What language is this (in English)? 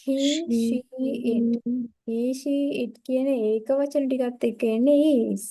Sinhala